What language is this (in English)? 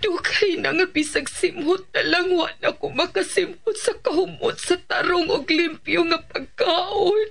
Cebuano